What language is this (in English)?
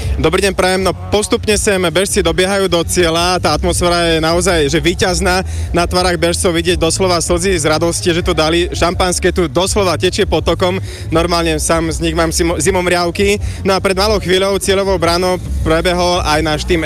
Slovak